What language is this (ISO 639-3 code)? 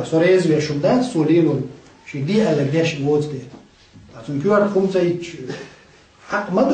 che